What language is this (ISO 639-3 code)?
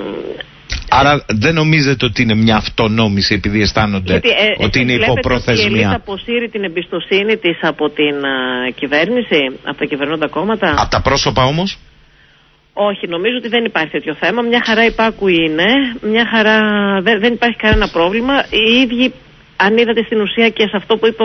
ell